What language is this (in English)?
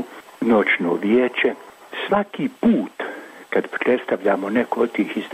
Croatian